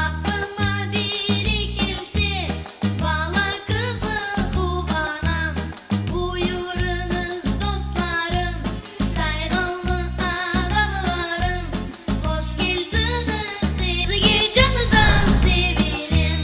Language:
Crimean Tatar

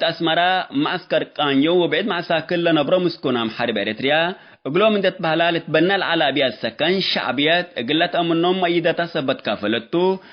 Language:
Tigre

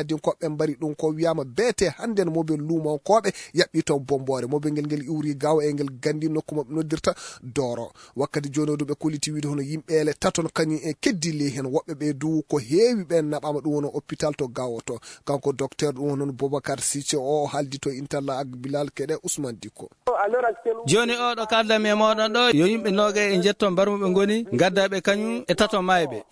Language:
Fula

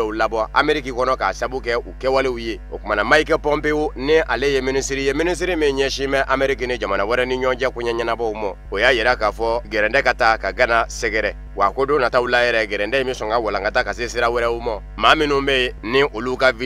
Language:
Bambara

